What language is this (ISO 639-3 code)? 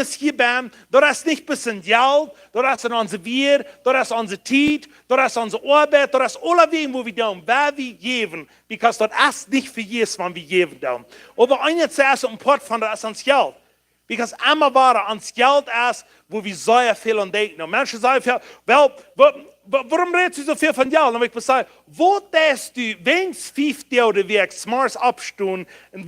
pdt